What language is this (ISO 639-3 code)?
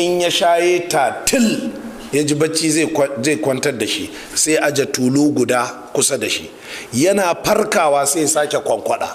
hau